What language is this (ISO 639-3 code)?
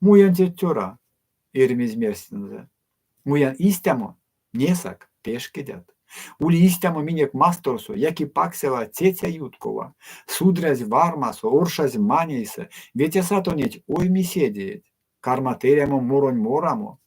myv